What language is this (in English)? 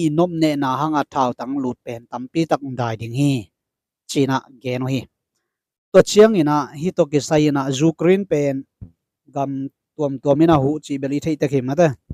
Tedim Chin